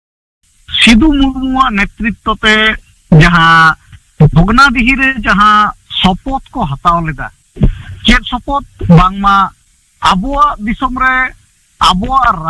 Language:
Santali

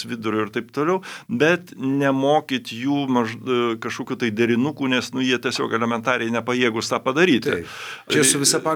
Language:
Lithuanian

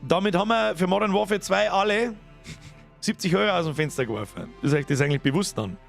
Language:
Bavarian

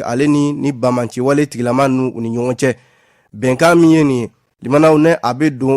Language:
Bambara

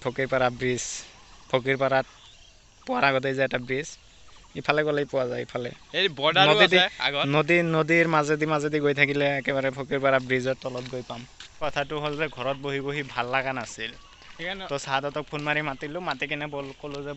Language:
Assamese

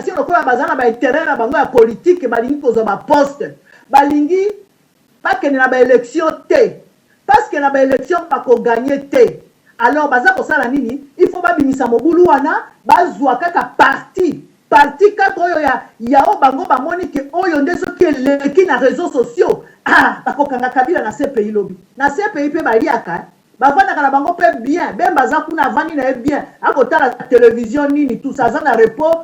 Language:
Lingala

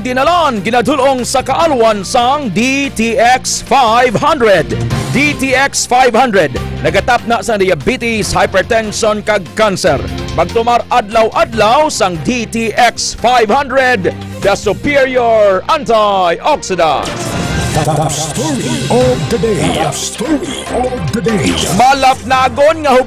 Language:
Hiligaynon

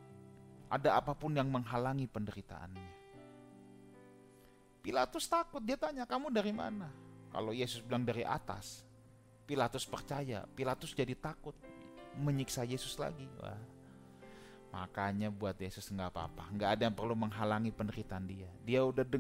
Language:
Indonesian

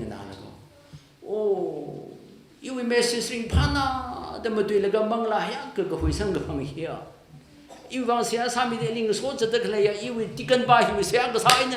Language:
Tangkhul Naga (India)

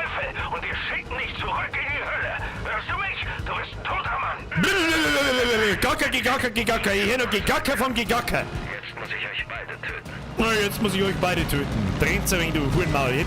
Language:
Bavarian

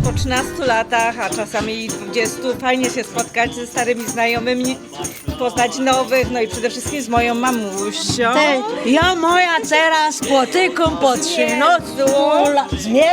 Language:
Silesian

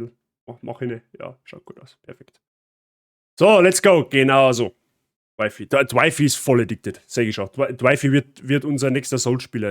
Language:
Bavarian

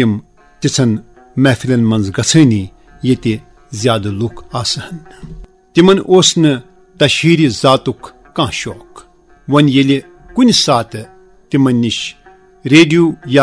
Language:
Kashmiri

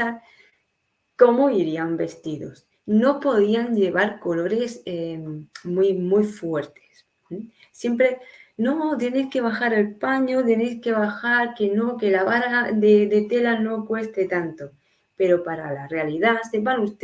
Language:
Ladino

